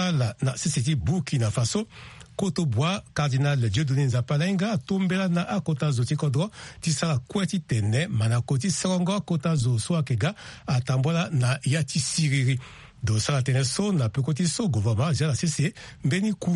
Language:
Sango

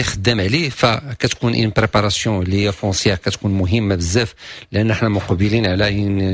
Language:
Moroccan Arabic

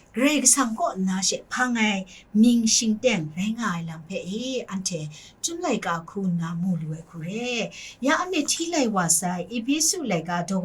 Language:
Kachin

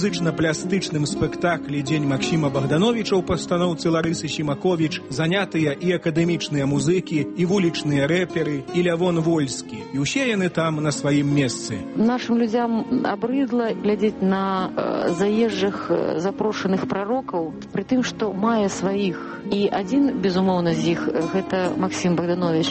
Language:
Belarusian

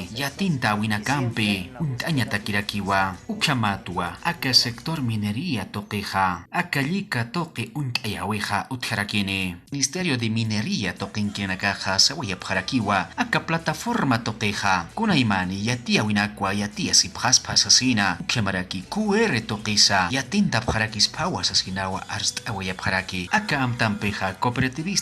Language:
Aymara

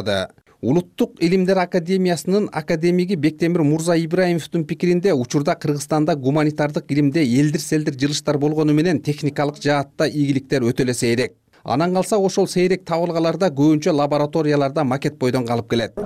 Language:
Kyrgyz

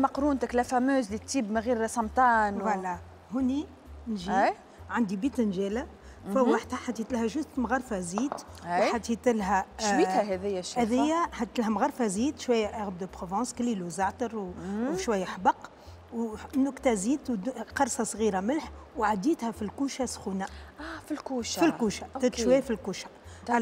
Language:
Tunisian Arabic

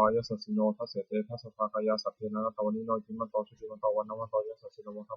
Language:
Pali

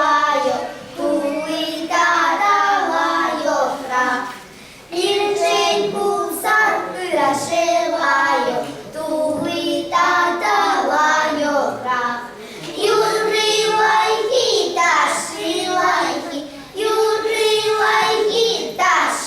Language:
Chuvash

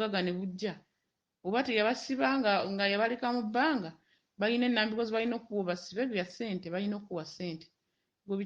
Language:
Ganda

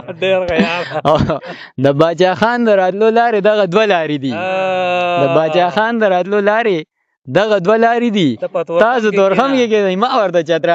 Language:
Pashto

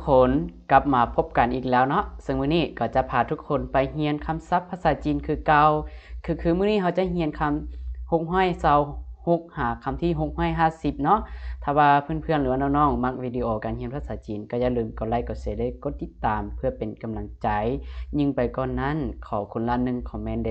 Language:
Lao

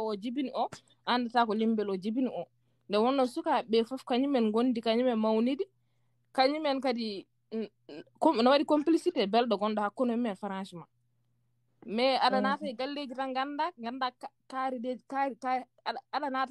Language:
Fula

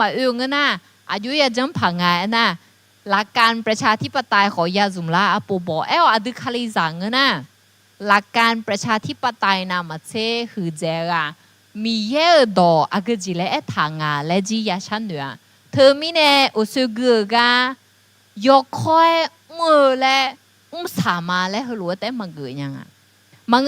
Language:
Akha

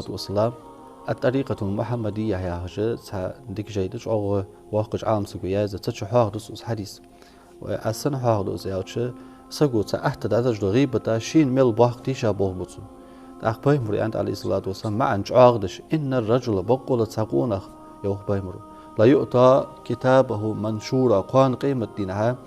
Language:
Ingush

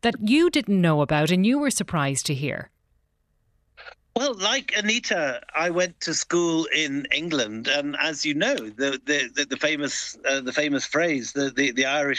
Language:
English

